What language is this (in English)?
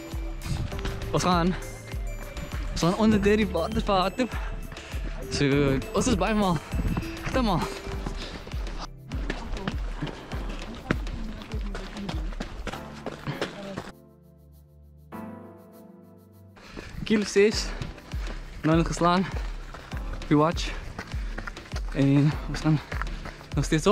Afrikaans